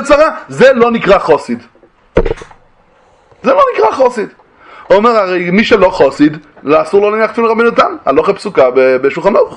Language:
Hebrew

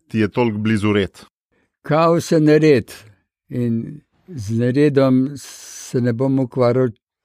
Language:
Slovenian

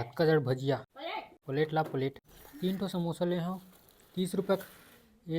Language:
Chhattisgarhi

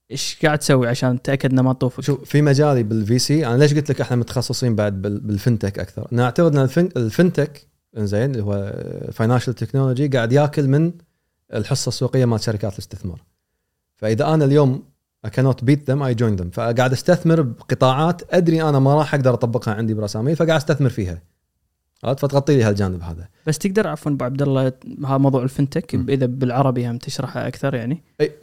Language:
Gulf Arabic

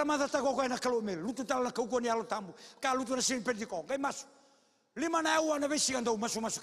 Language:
Fijian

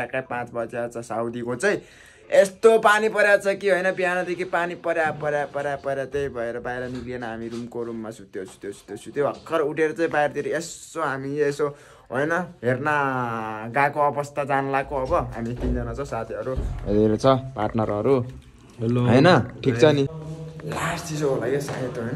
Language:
Nepali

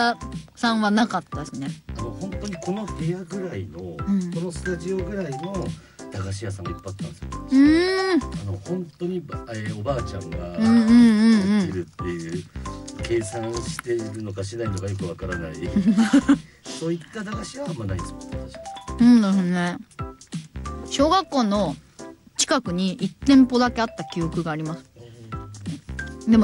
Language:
Japanese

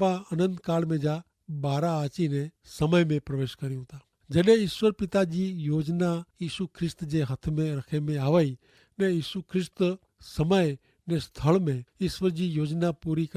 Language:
Kachhi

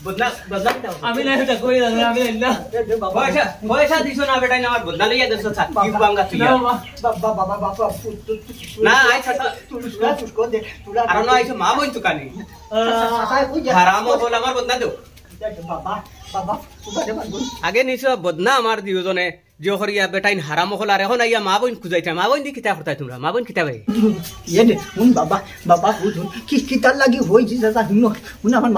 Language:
Sylheti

